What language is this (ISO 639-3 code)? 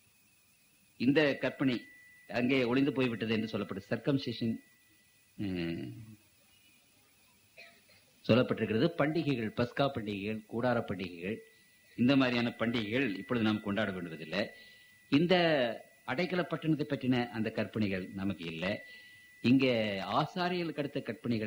tam